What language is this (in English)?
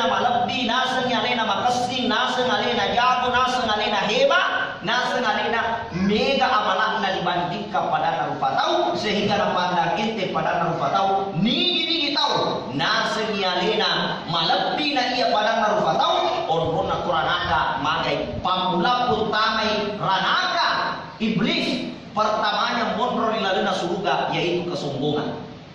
Buginese